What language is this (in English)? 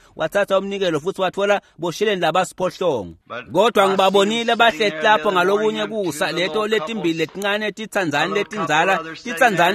Swati